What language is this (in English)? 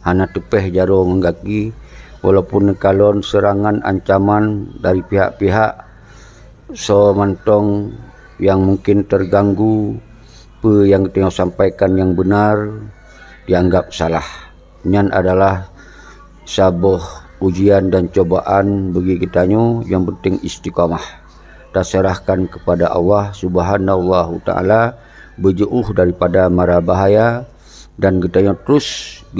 Achinese